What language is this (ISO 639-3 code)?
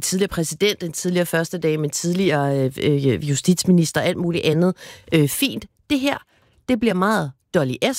dan